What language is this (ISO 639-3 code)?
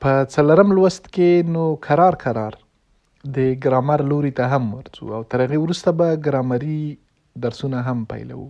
pus